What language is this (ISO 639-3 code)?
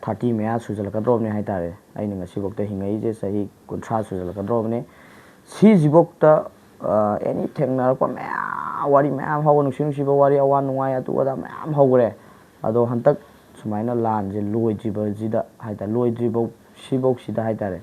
mni